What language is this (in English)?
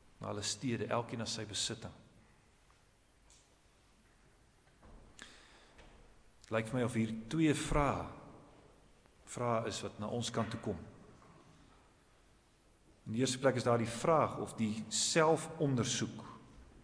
Afrikaans